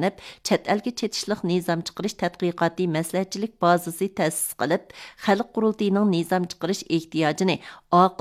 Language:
Uyghur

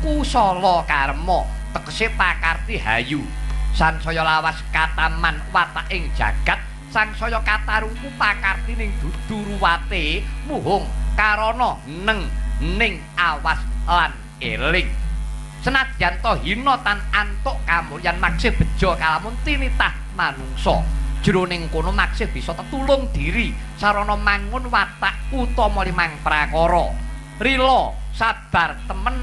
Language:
Javanese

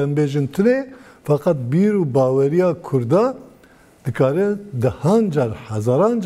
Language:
Kurdish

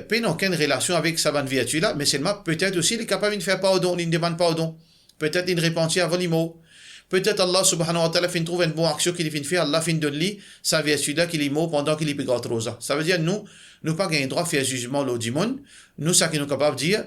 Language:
Morisyen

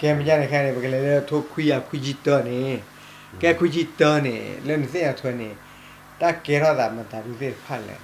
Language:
S'gaw Karen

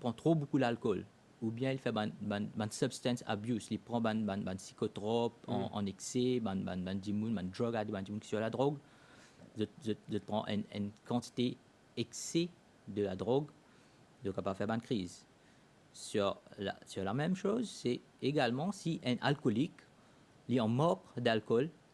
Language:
Morisyen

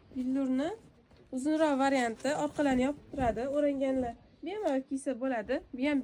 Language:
Uzbek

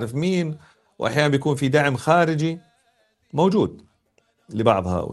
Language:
North Levantine Arabic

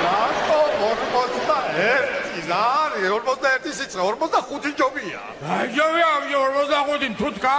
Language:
Georgian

